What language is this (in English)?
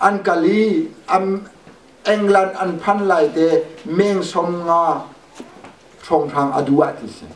Hakha Chin